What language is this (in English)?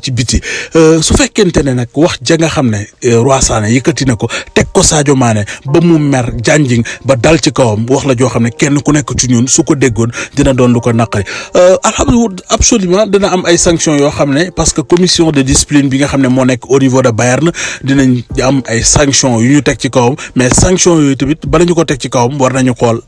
Wolof